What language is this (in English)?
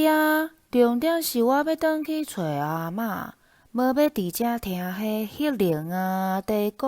Min Nan Chinese